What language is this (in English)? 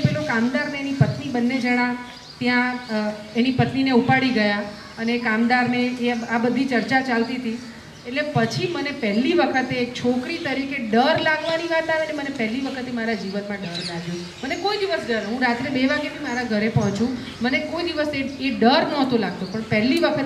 Gujarati